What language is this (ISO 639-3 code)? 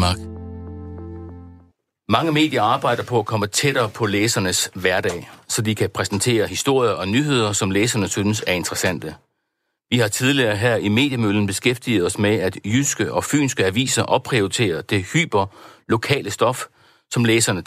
dan